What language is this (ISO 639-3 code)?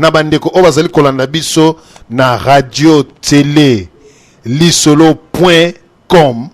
lin